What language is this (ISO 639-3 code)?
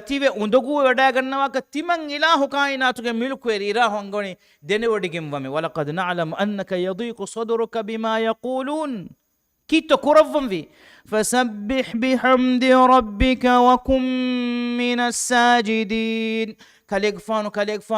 div